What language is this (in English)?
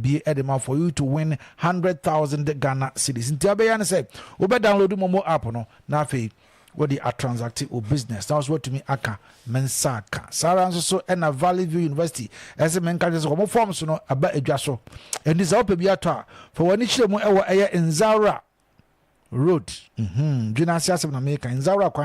Akan